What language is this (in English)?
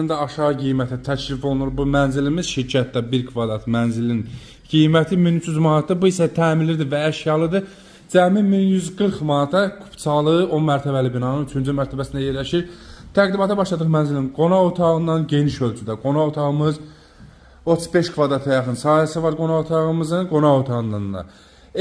Azerbaijani